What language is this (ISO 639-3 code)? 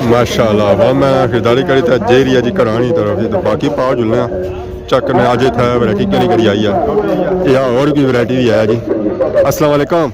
phr